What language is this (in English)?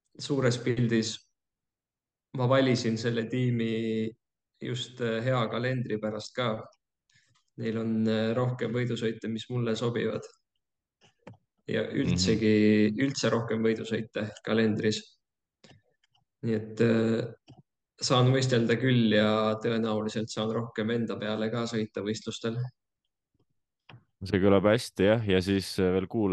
Estonian